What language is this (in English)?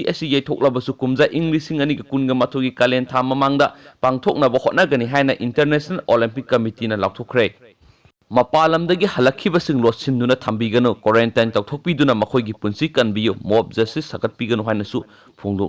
Manipuri